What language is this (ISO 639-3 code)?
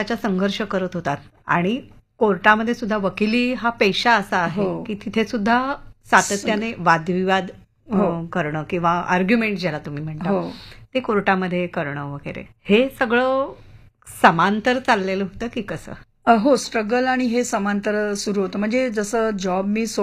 mar